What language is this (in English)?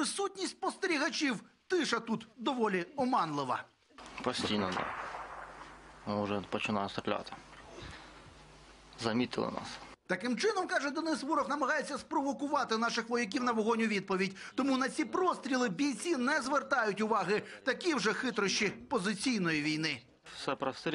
Ukrainian